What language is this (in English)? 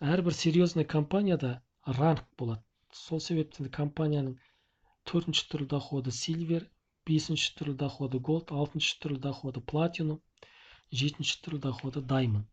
Kazakh